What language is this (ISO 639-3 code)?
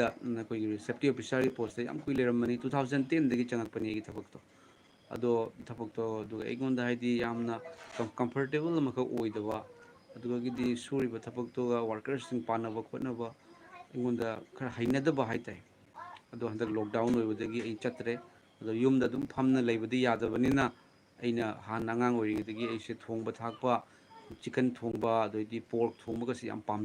mni